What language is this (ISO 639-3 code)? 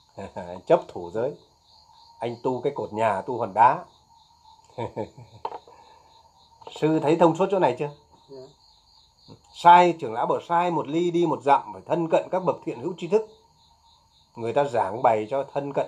vie